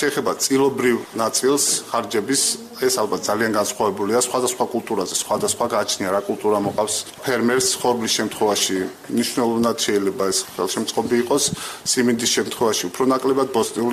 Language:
Georgian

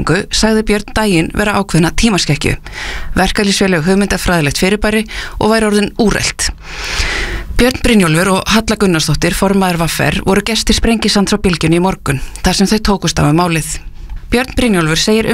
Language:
Icelandic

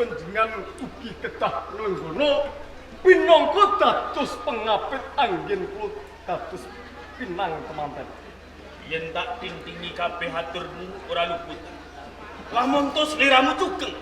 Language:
Javanese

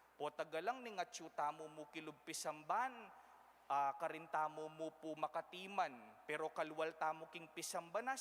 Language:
Pampanga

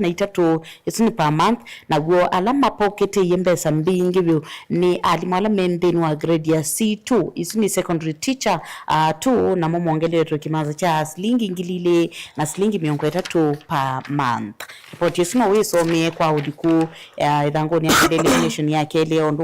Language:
Kamba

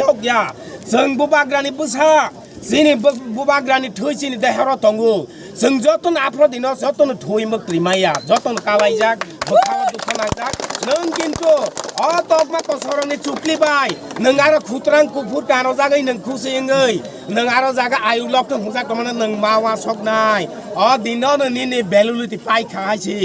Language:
Kok Borok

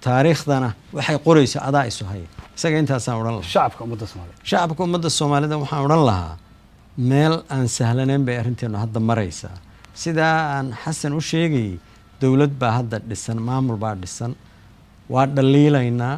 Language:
Somali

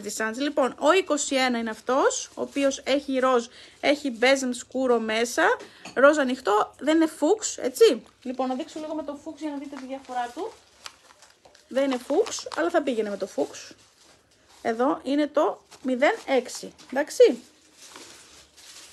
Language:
Greek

